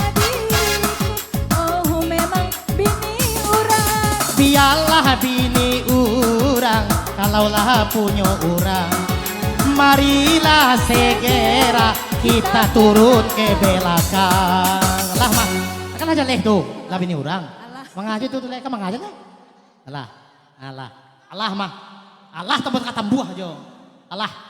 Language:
Minangkabau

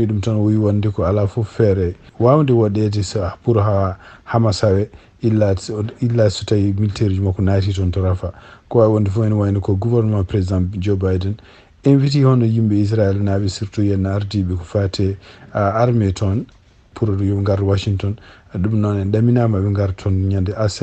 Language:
Fula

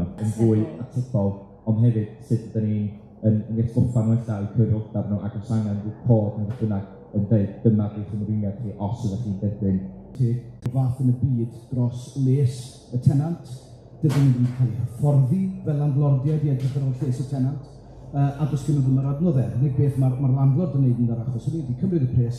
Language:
Welsh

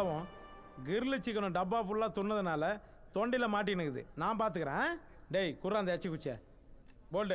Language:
Tamil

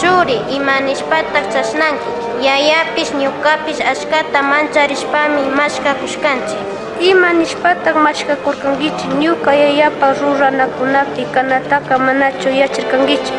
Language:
Chimborazo Highland Quichua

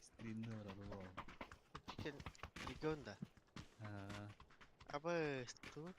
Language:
Yakut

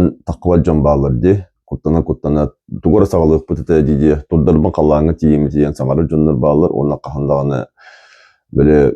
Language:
Yakut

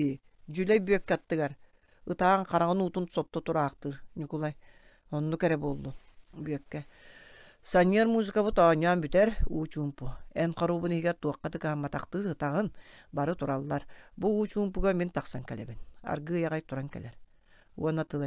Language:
Yakut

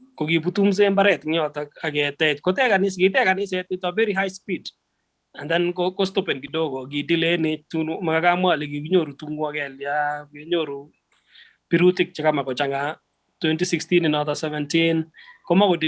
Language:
Kalenjin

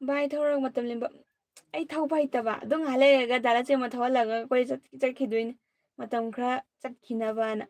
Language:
Manipuri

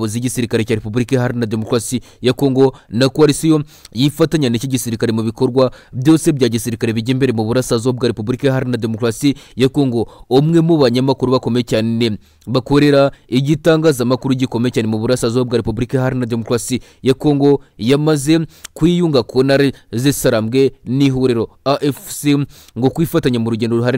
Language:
Kinyarwanda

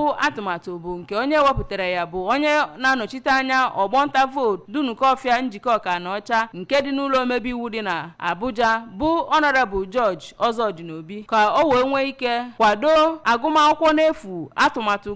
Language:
Igbo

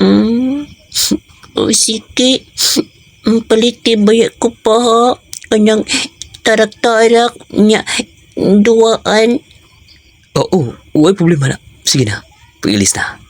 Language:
Cebuano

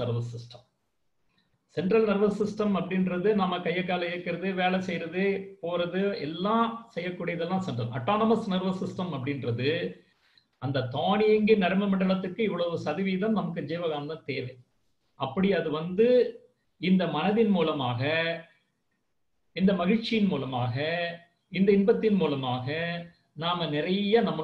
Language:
Tamil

